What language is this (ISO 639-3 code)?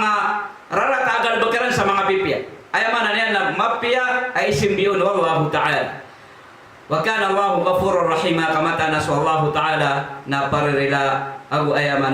mrw